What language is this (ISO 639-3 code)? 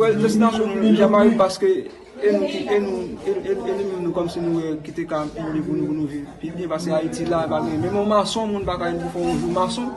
hat